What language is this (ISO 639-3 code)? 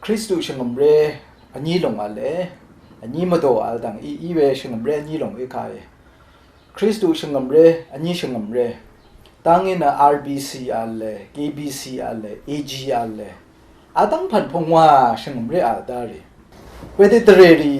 raw